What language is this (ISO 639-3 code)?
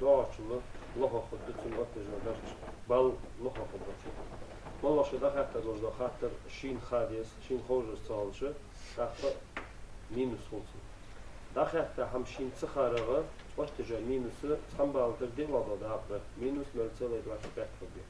inh